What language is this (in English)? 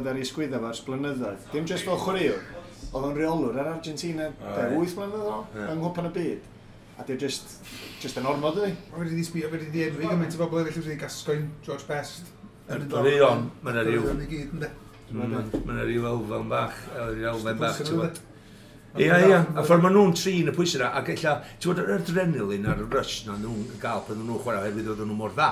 Welsh